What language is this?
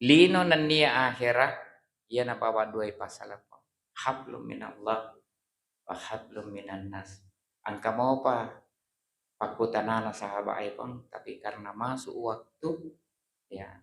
Buginese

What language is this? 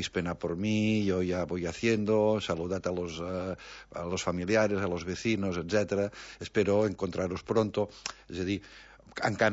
Catalan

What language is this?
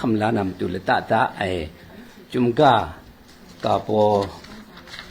Kachin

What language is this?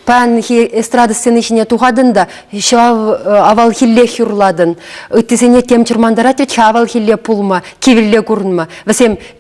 Chuvash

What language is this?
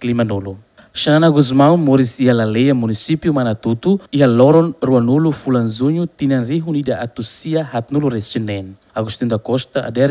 Tetum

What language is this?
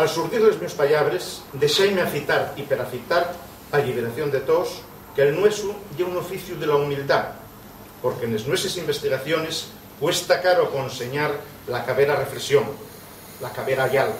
Asturian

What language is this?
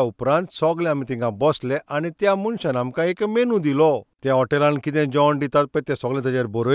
Konkani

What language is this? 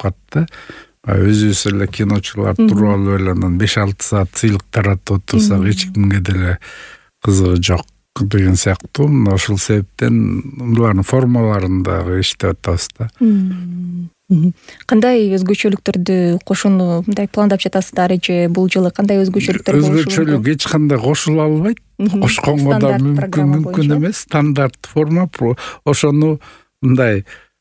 Kyrgyz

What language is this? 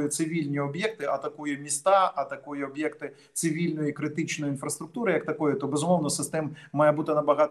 Ukrainian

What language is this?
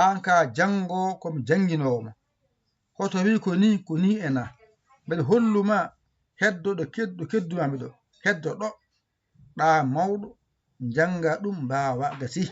Fula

